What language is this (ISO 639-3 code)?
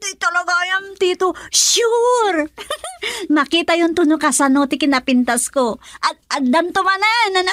ilo